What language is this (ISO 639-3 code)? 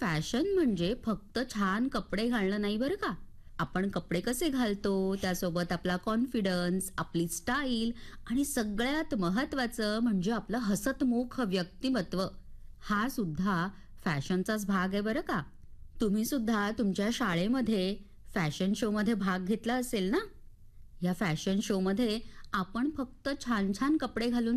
mar